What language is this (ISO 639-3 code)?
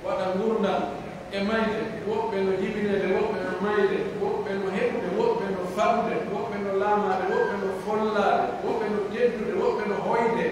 fuf